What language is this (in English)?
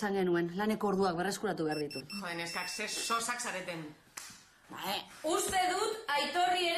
Basque